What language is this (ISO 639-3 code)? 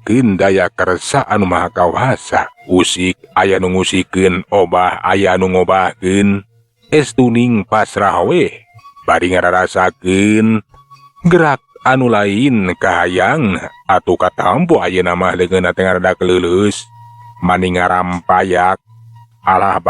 sun